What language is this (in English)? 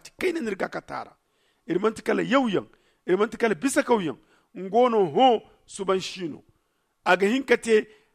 Zarma